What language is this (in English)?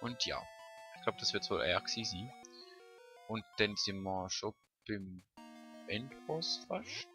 Swiss German